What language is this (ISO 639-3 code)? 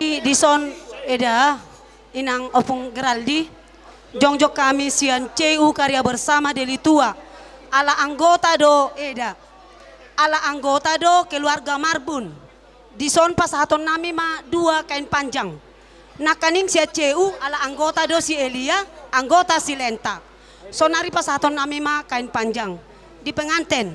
bbc